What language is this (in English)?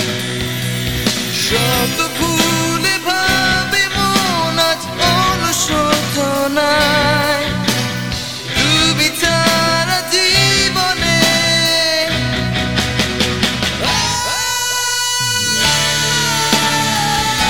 Bangla